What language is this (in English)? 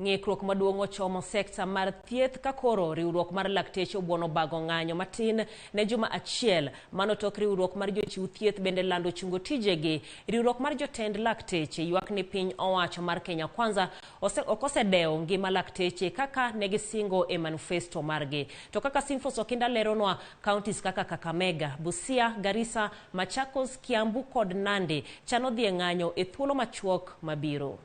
Luo (Kenya and Tanzania)